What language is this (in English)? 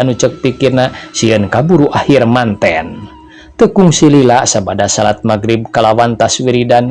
Sundanese